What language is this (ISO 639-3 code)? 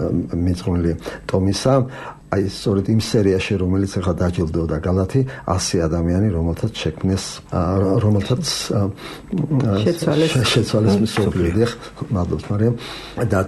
kat